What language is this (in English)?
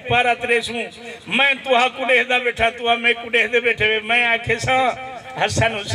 Saraiki